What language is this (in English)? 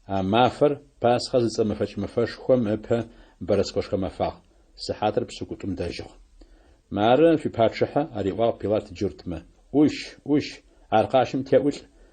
Adyghe